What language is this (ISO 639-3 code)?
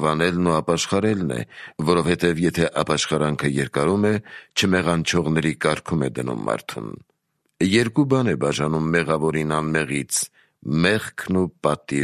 hye